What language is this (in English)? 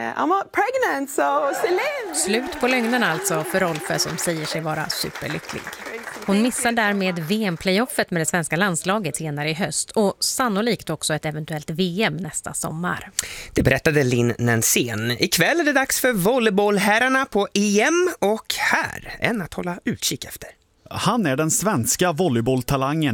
Swedish